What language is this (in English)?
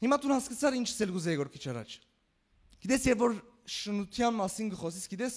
Western Armenian